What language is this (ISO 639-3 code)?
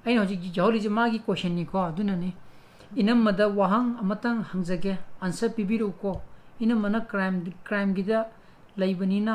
mni